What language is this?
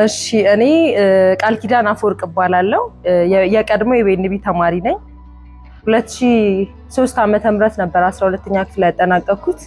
Amharic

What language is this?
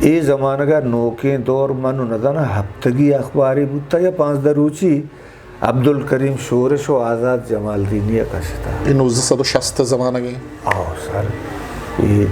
Eastern Balochi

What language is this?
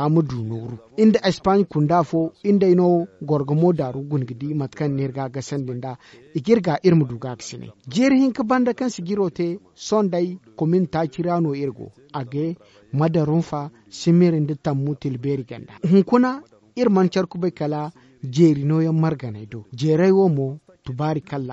Zarma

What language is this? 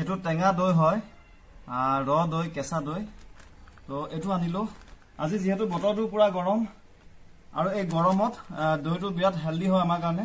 Assamese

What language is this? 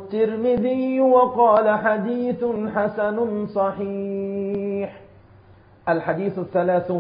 Arabic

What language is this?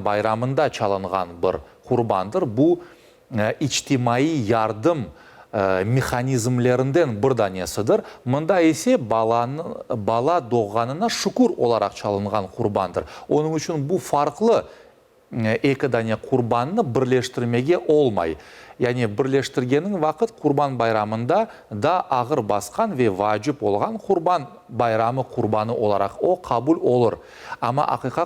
Crimean Tatar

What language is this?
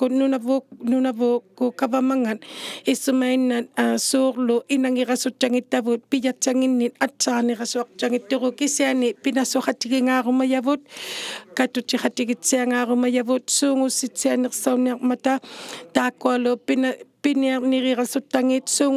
Inuktitut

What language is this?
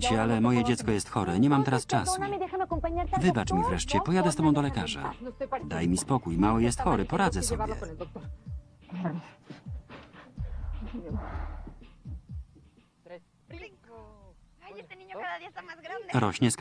Polish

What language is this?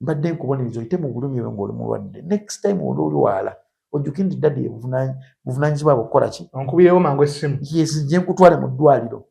Ganda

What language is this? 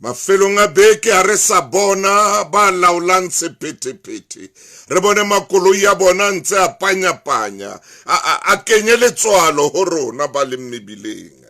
Southern Sotho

